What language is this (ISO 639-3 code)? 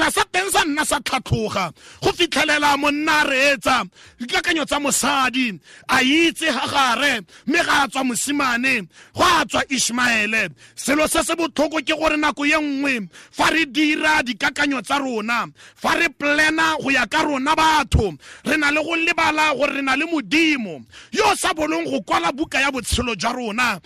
tsn